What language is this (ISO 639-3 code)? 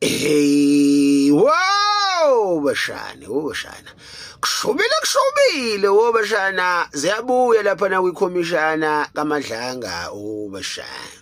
zul